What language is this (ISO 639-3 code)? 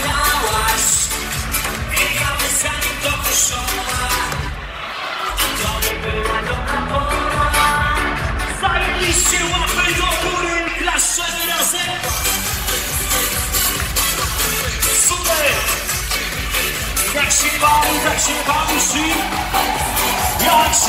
pol